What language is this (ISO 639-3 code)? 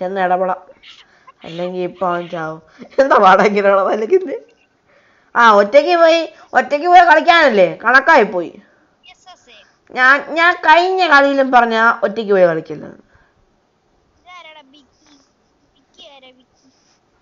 mal